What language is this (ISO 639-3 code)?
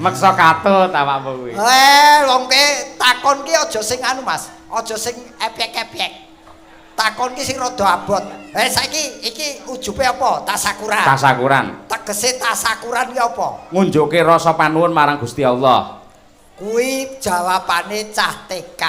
jav